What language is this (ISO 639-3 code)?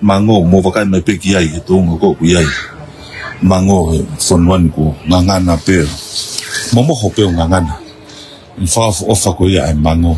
ton